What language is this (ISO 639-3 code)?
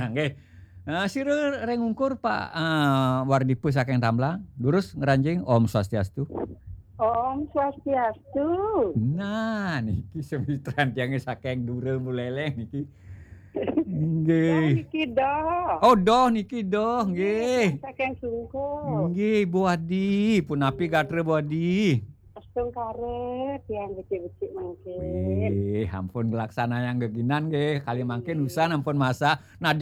ban